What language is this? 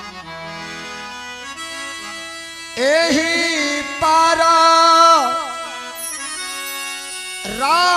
Bhojpuri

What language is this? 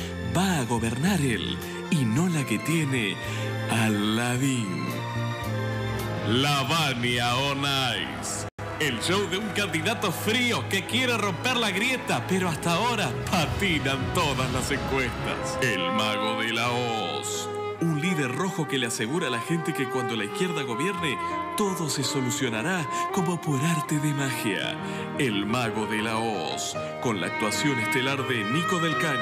Spanish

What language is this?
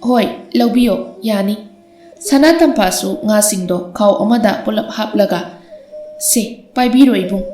Manipuri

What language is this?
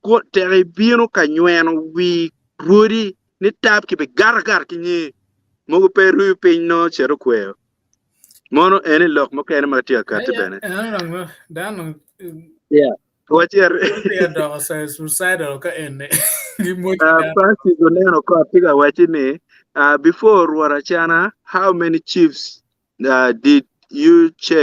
Acoli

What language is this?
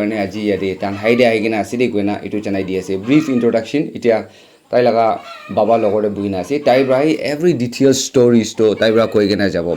Naga Pidgin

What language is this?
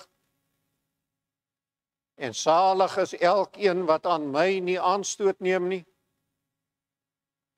Afrikaans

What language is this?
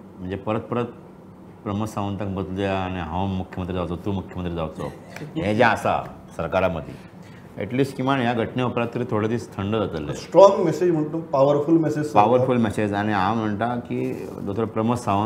Konkani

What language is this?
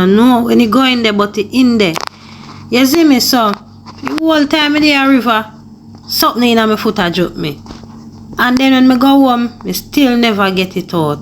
Jamaican Creole English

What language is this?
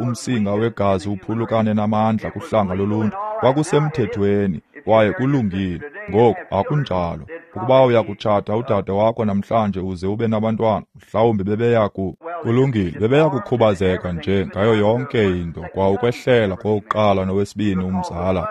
Xhosa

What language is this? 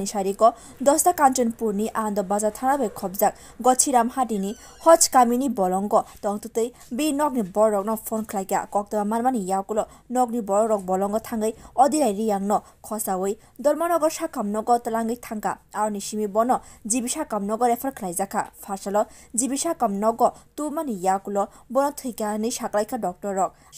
Kok Borok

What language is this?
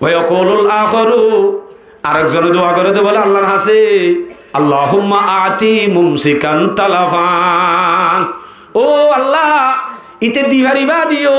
Rohingya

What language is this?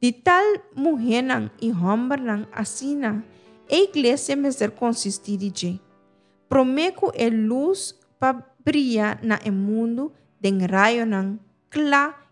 Papiamento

